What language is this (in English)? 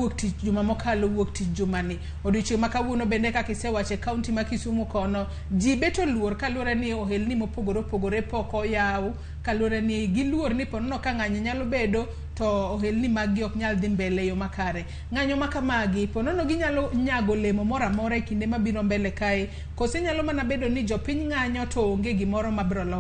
Luo (Kenya and Tanzania)